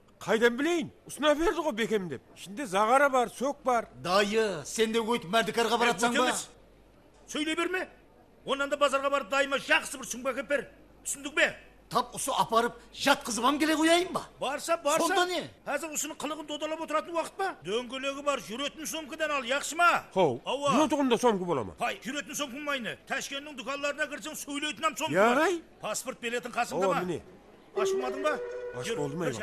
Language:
Kara-Kalpak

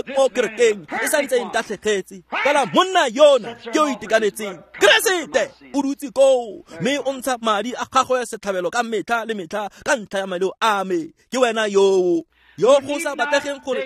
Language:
Tswana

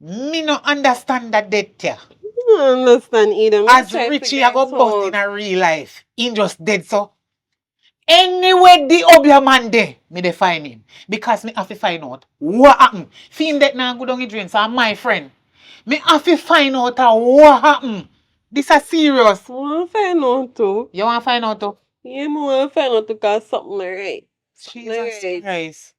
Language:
Jamaican Creole English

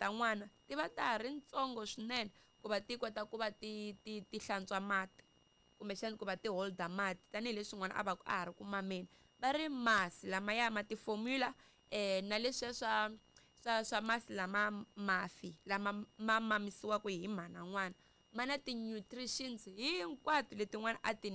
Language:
Tsonga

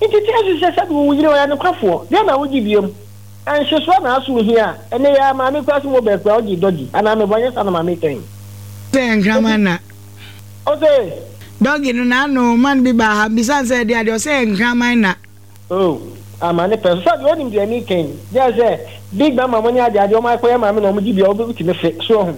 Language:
Akan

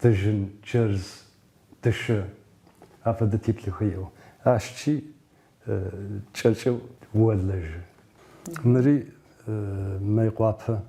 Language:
Adyghe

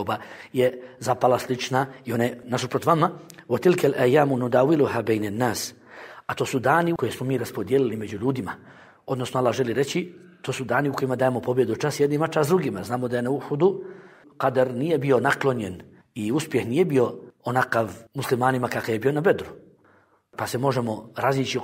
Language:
Bosnian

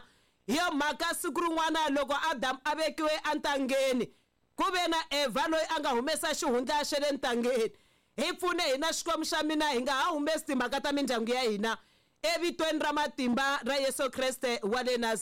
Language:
Tsonga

